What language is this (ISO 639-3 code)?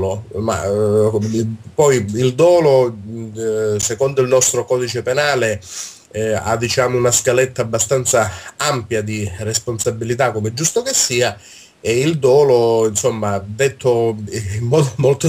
ita